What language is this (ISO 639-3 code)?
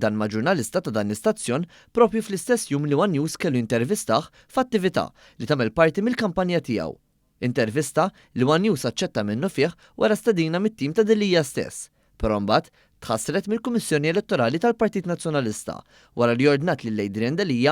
mlt